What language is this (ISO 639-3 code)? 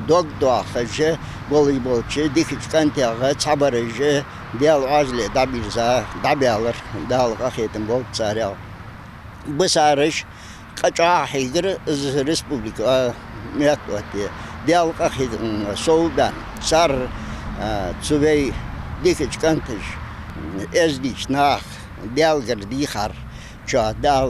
inh